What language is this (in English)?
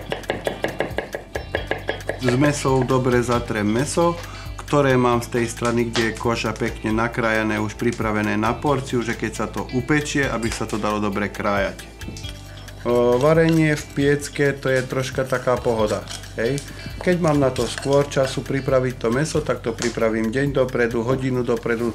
Slovak